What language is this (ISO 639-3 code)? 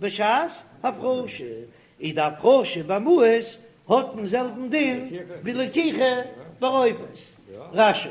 yid